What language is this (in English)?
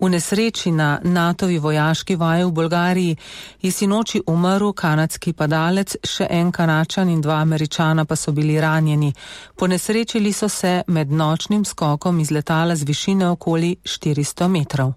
Slovenian